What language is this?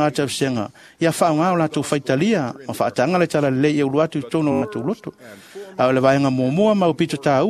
Samoan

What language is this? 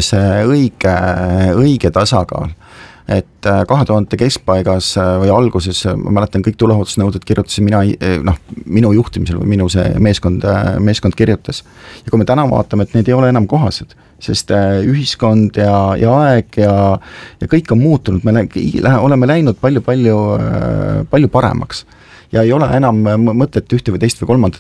Estonian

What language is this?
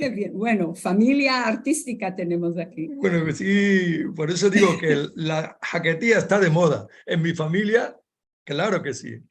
Ladino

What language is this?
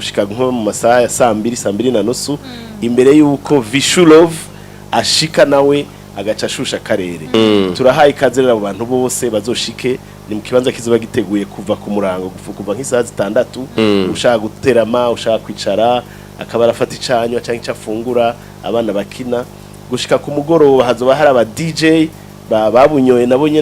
Rundi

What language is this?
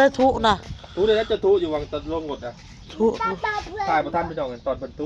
Northeastern Thai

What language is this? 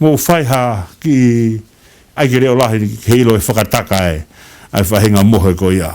Tongan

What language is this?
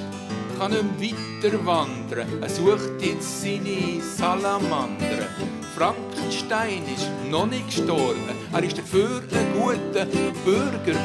Swiss German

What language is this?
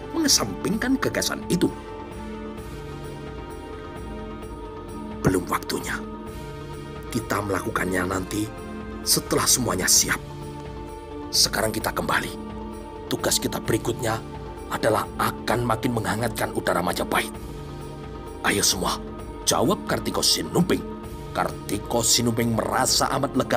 Indonesian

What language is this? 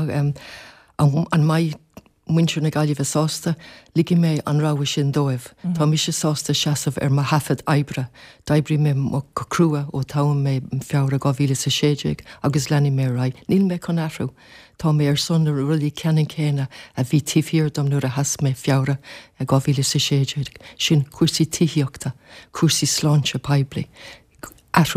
Irish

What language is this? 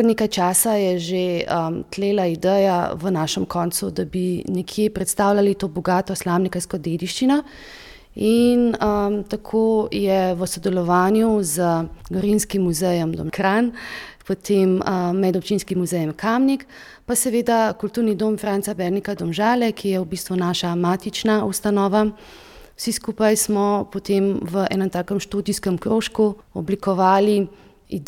Slovenian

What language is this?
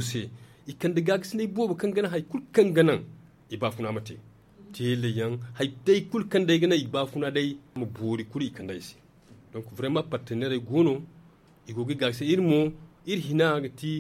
Zarma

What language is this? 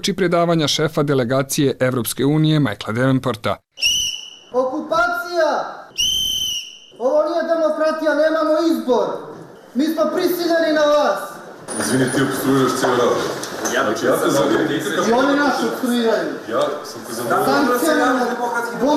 Bosnian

